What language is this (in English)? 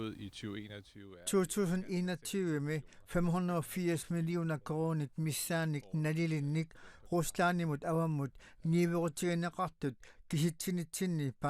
Kalaallisut